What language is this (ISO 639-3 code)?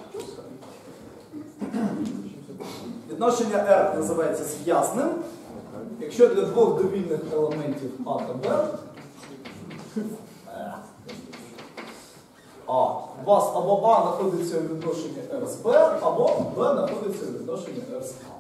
ukr